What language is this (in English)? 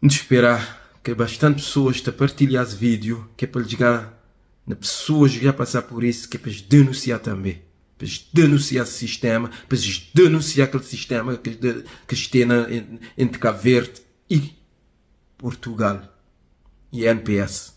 Kabuverdianu